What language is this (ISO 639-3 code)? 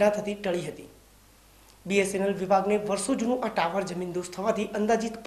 guj